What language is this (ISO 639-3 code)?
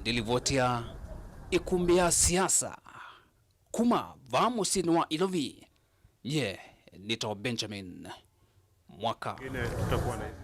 kam